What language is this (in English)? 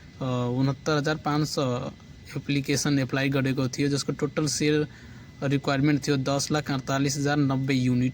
Nepali